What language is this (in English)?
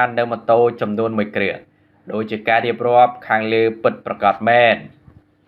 Khmer